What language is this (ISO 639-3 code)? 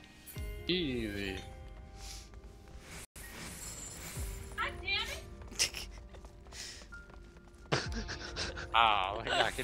eng